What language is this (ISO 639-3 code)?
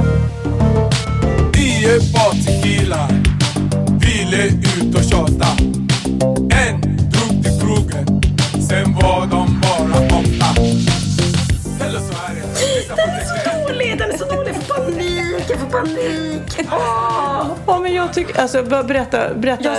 swe